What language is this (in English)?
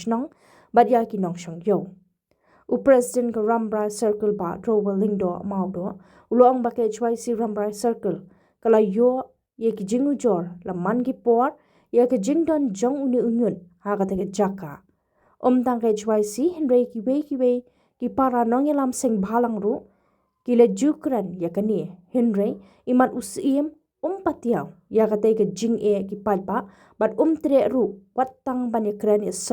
Khasi